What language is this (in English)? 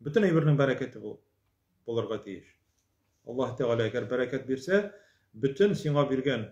Tatar